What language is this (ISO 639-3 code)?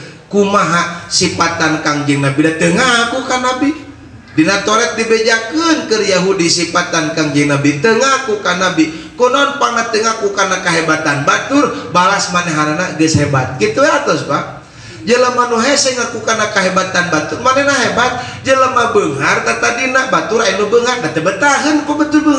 sun